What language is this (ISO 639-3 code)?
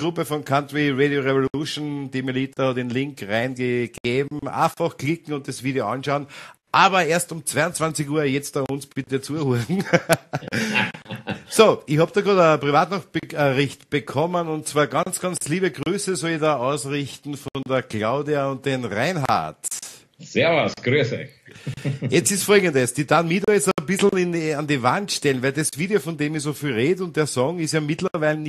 deu